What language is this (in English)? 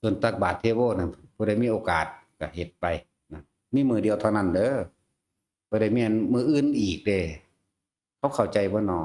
Northeastern Thai